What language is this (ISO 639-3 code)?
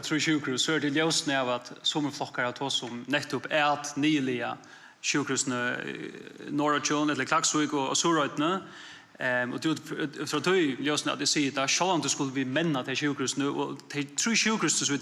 fao